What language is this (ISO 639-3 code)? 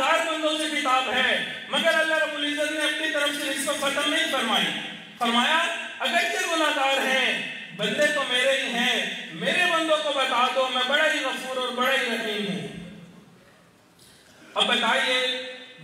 urd